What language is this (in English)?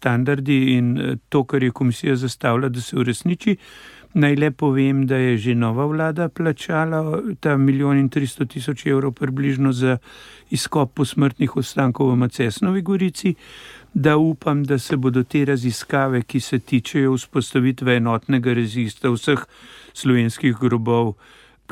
Slovenian